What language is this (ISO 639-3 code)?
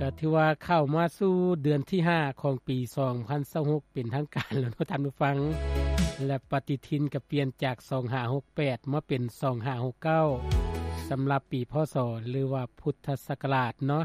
lao